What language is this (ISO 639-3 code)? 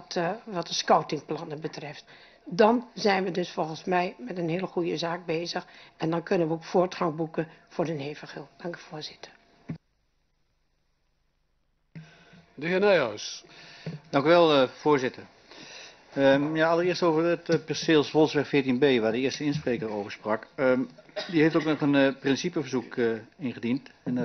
nld